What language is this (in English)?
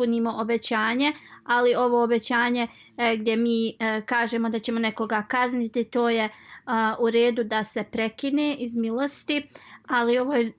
Bosnian